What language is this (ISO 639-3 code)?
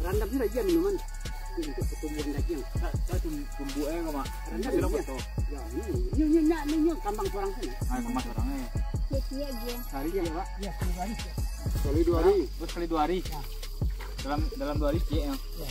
min